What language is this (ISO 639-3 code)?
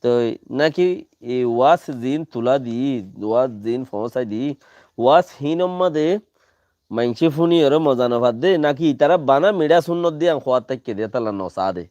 rhg